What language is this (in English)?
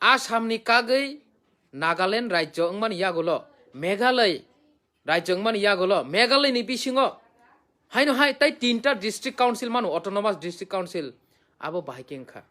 Kok Borok